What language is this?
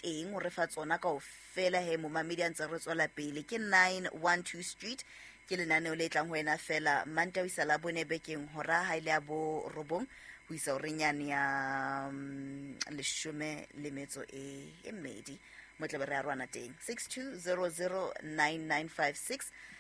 Southern Sotho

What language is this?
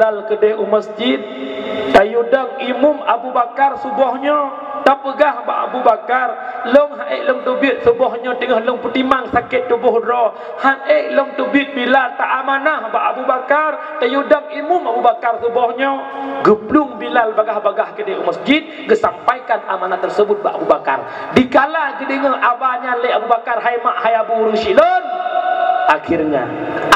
Achinese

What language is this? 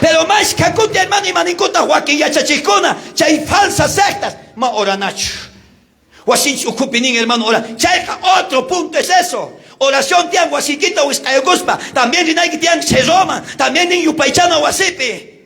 South Bolivian Quechua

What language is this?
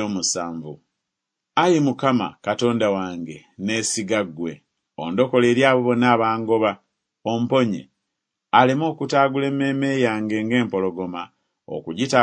Ganda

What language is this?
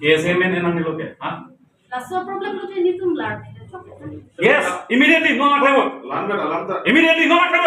Karbi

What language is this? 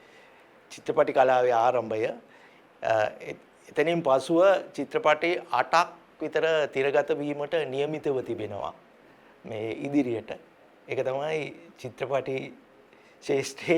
Sinhala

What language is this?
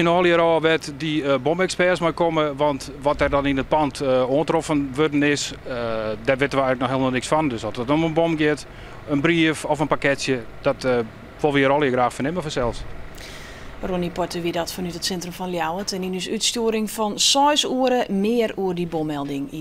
Western Frisian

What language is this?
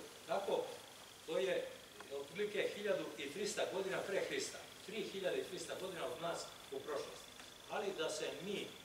Serbian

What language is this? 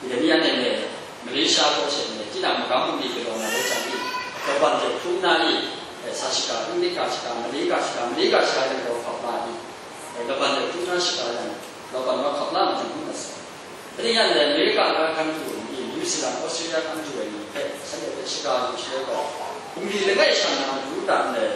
Kachin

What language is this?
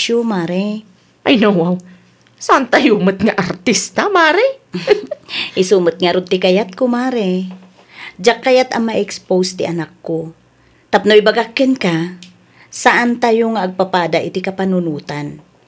Iloko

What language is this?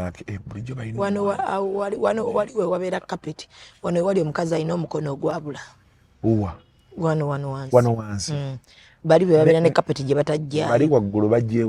Ganda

